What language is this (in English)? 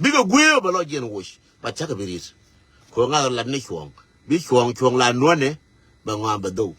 Nuer